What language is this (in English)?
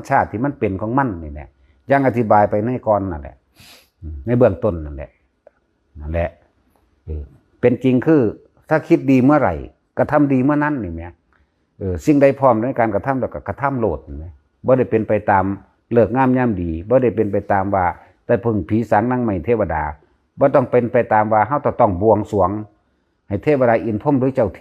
Northeastern Thai